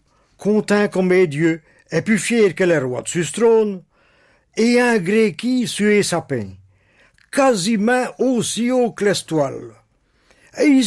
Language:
Picard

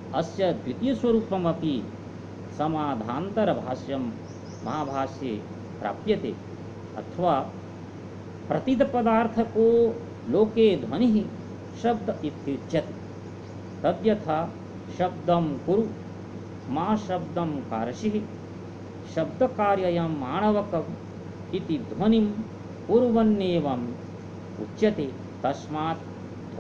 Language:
Sanskrit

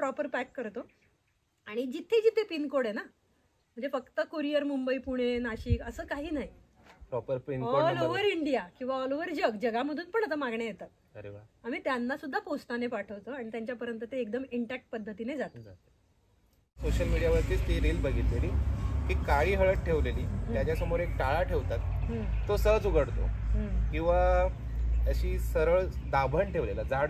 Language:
Marathi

